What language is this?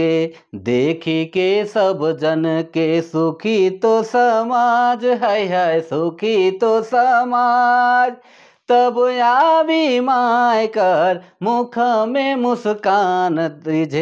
Sadri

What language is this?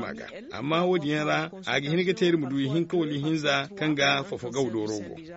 Zarma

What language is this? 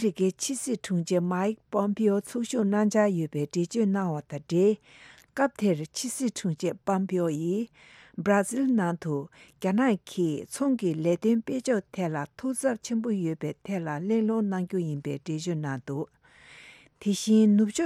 Tibetan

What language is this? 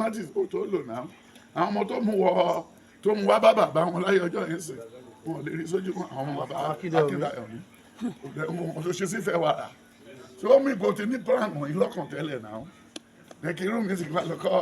Yoruba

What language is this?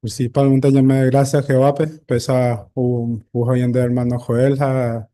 Guarani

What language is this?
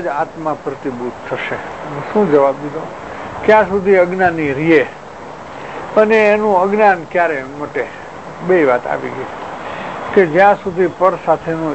Gujarati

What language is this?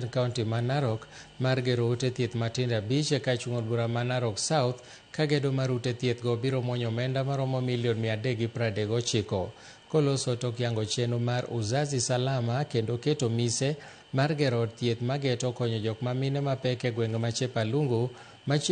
Luo (Kenya and Tanzania)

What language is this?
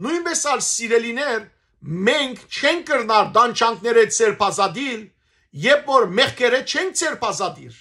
Western Armenian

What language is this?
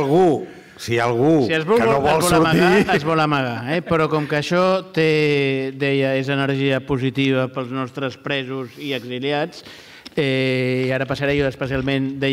Catalan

